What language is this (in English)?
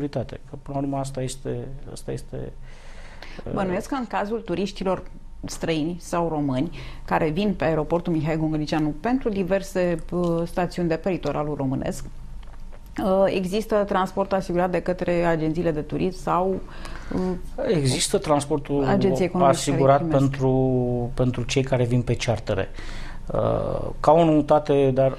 Romanian